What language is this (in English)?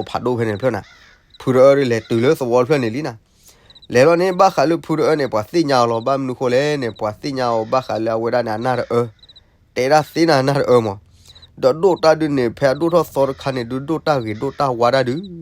S'gaw Karen